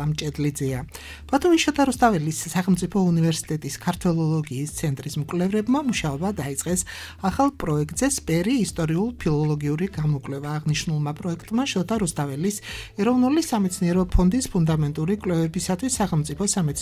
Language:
Georgian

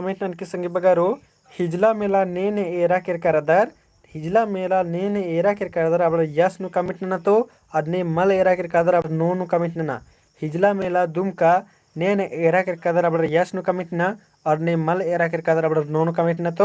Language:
Kurukh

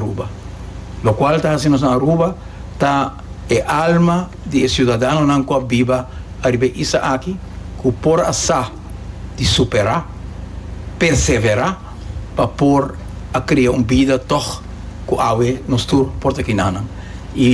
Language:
Papiamento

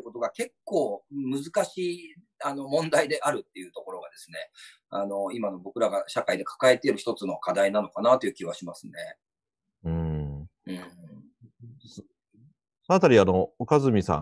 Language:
Japanese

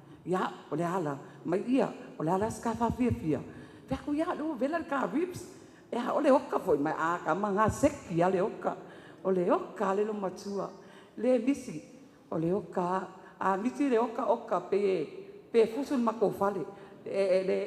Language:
Samoan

